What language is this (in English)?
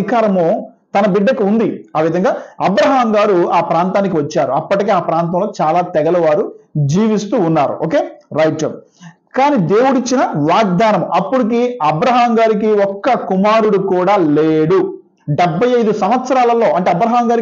Telugu